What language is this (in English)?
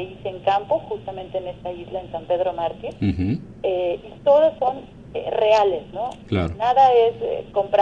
Spanish